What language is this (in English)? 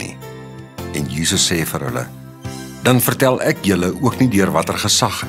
Afrikaans